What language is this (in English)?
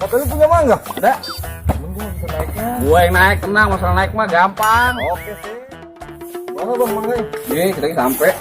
Betawi